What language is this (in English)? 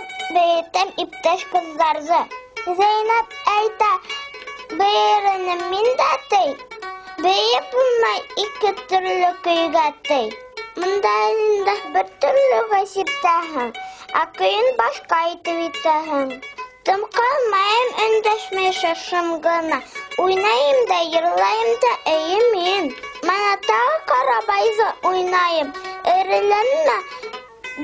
Bashkir